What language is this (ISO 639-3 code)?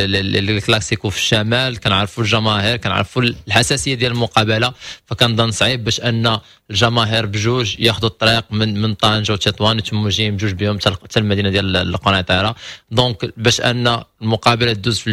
ary